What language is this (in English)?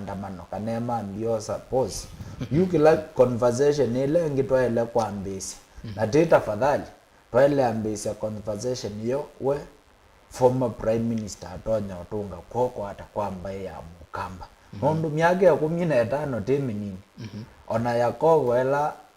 Kamba